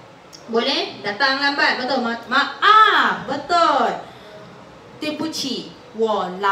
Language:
Malay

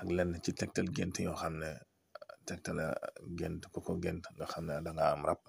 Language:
Wolof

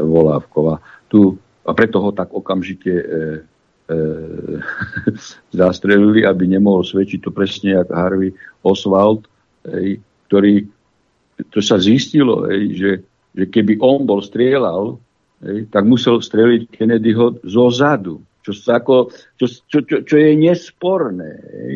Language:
Slovak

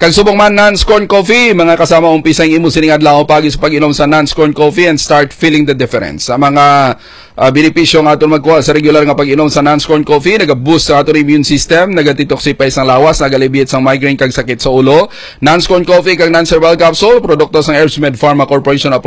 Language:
Hiligaynon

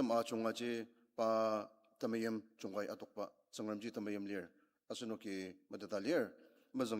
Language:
Ao Naga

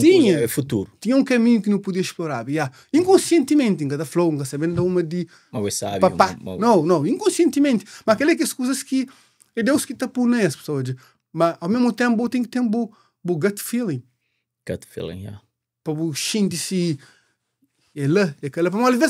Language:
Kabuverdianu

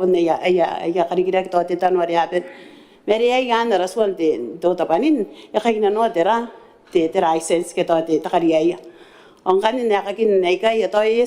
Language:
Gilbertese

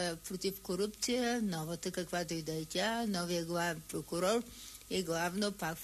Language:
Bulgarian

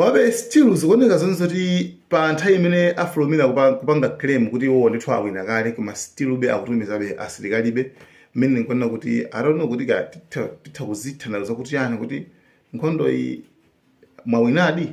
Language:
Nyanja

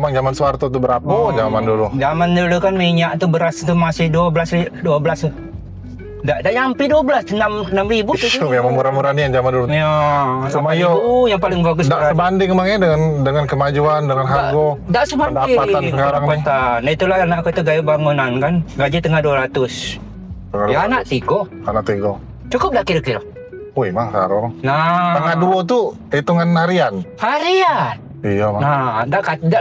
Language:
Musi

